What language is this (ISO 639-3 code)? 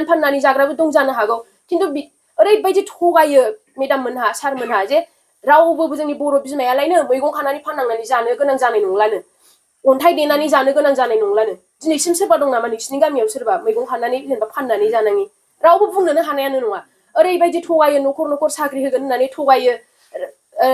brx